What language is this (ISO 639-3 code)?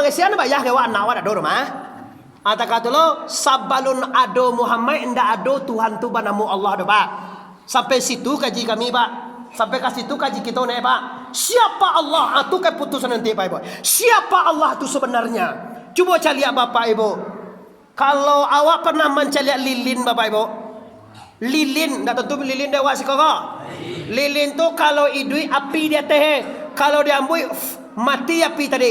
min